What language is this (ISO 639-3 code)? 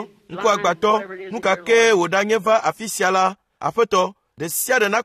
ewe